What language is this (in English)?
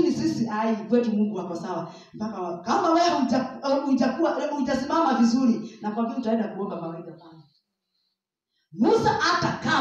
Swahili